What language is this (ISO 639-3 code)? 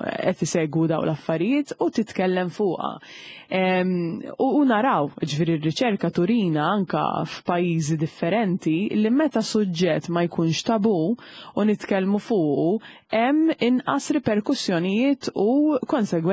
mlt